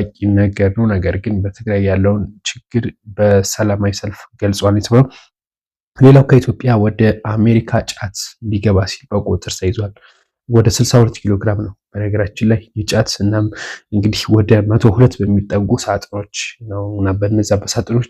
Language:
Amharic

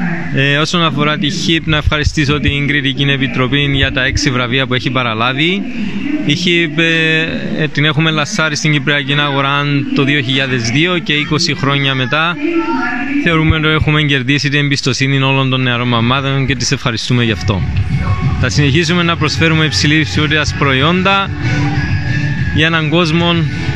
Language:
Greek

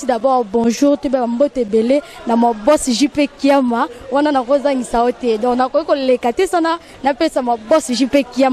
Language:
Lingala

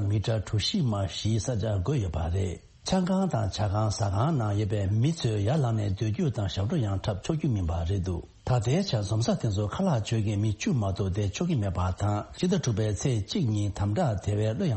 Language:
Tibetan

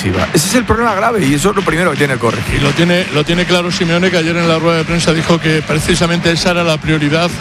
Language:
Spanish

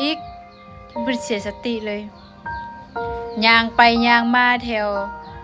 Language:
Lao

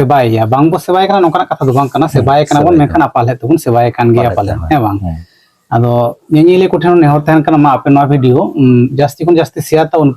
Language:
Santali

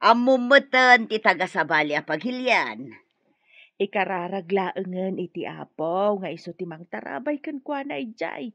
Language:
Iloko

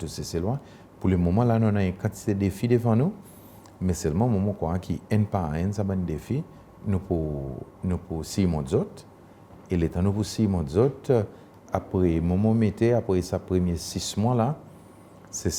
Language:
Seselwa Creole French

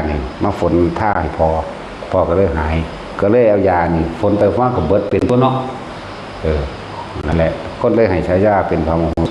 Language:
Lao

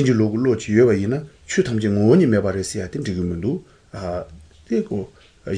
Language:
Latvian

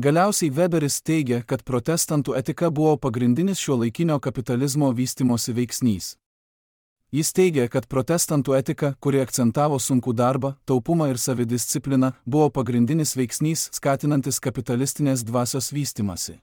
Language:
Lithuanian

